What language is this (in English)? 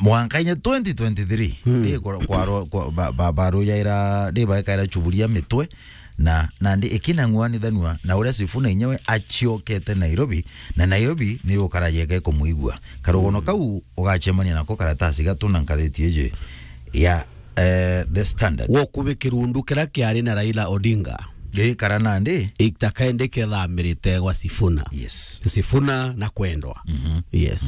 Meru